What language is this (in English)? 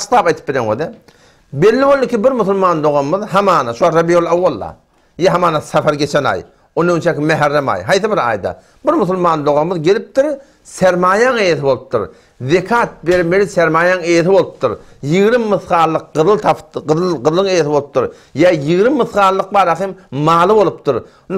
Turkmen